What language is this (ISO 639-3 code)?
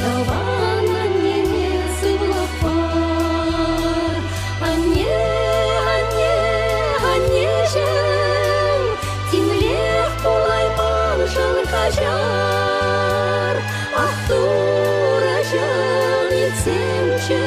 chv